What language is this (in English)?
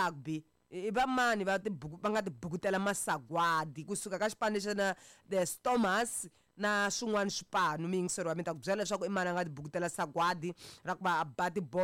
Tsonga